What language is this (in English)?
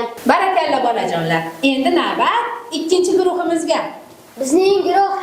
Uzbek